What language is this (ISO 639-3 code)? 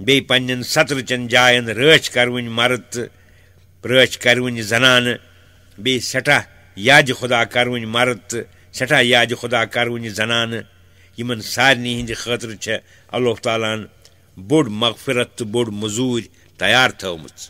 kas